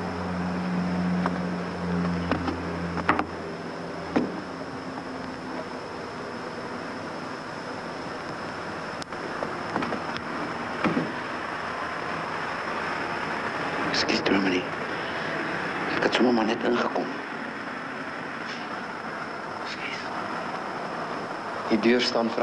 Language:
Afrikaans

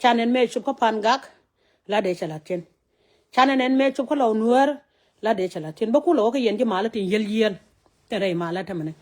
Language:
Nuer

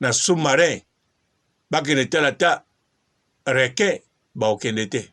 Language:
Lingala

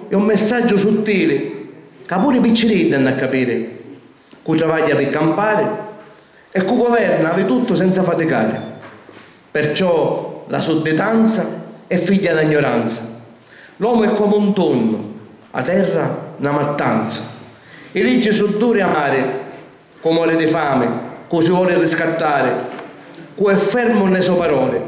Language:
Sicilian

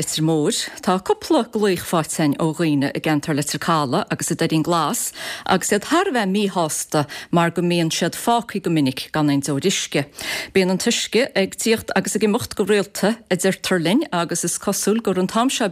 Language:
Irish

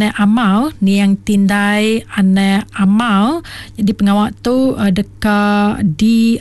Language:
Iban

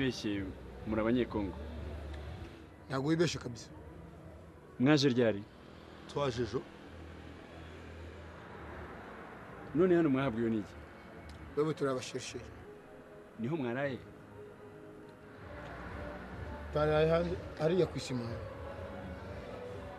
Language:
Kinyarwanda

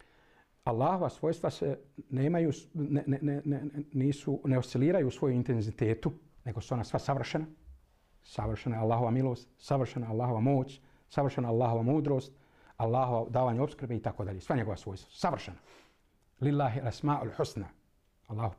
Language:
Bosnian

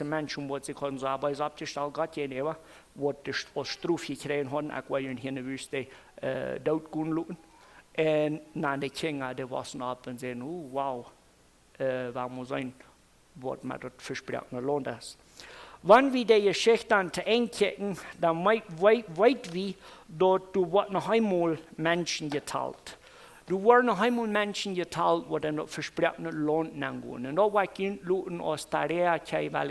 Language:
Plautdietsch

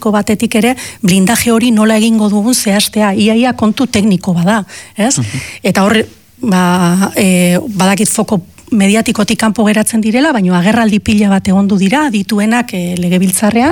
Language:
Basque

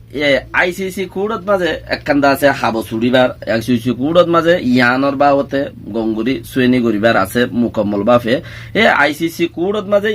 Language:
Rohingya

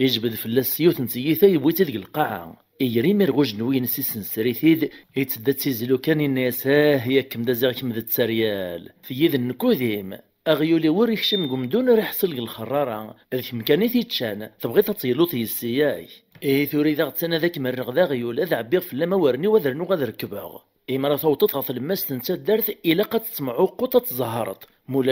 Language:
Kabyle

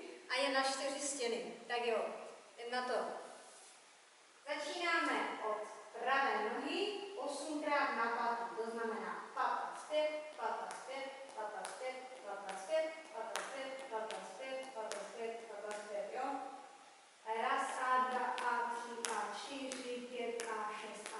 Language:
Czech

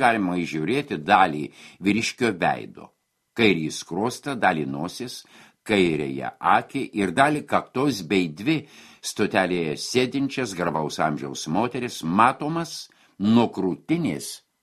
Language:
Lithuanian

